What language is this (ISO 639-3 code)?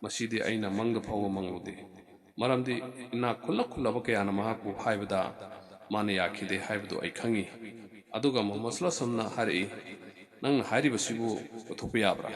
mni